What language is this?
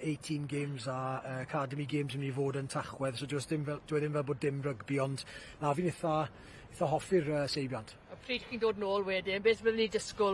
Welsh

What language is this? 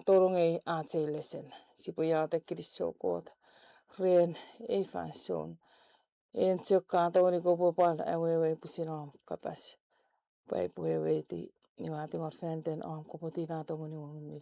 Chuukese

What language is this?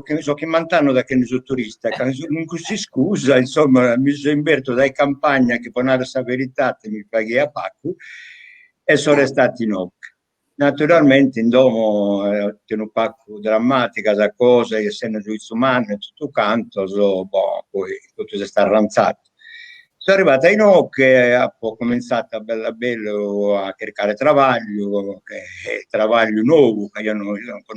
Sardinian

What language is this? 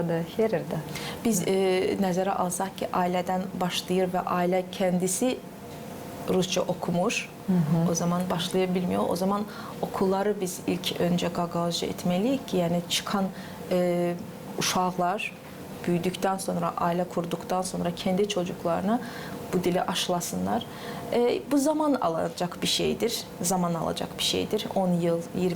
Gagauz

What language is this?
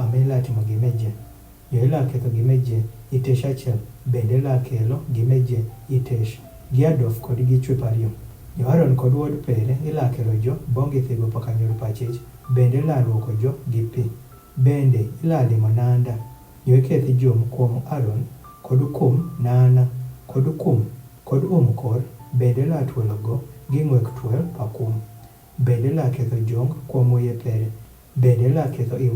Adhola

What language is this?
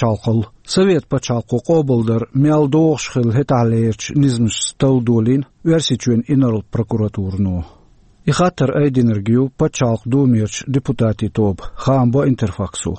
Chechen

